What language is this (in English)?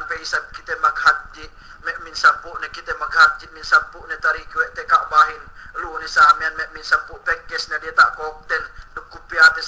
Yakan